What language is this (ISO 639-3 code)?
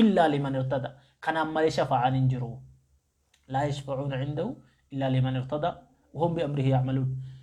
orm